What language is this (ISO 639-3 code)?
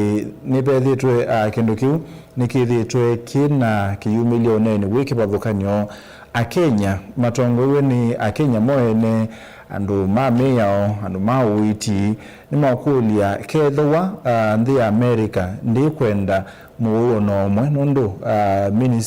kam